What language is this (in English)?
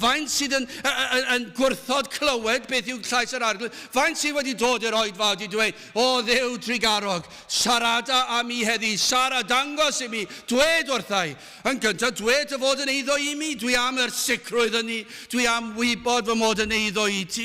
Welsh